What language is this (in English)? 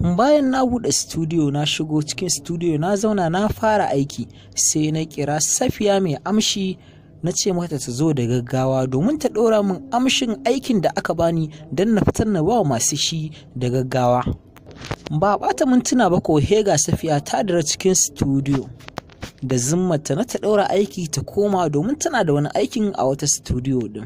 Hausa